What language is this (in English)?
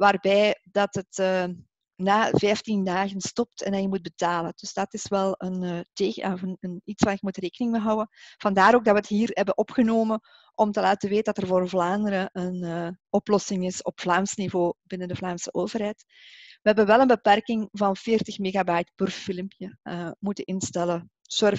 Dutch